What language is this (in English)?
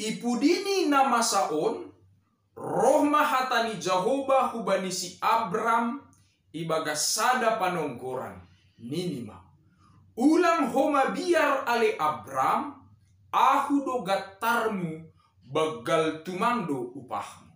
Batak Simalungun